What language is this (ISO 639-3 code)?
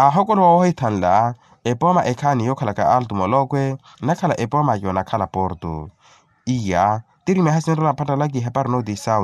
vmw